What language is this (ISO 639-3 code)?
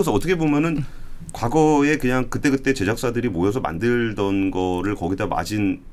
kor